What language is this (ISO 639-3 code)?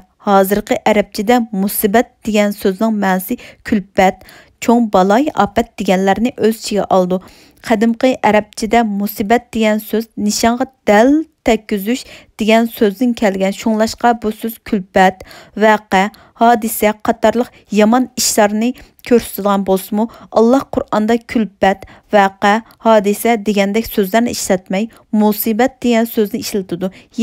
uig